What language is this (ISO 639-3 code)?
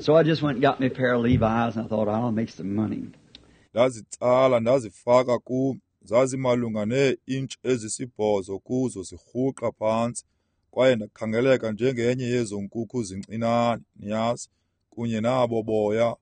xho